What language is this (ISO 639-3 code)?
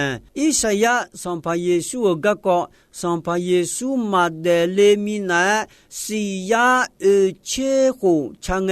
ahk